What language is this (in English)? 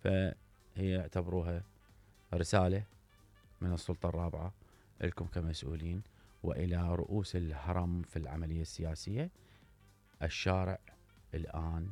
Mesopotamian Arabic